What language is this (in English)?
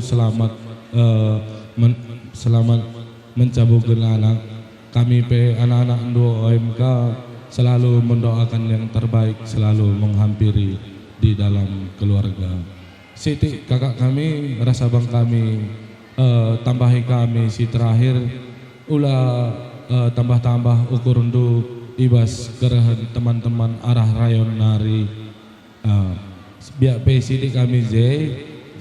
Batak Karo